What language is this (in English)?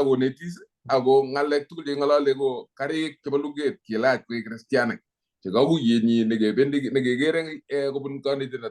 Kalenjin